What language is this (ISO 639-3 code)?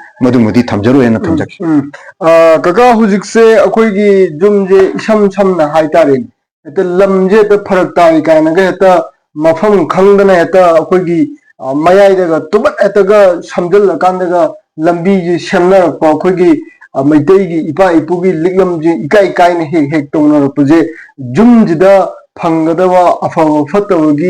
mni